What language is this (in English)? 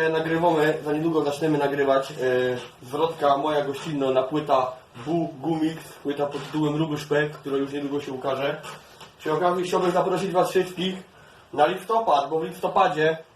Silesian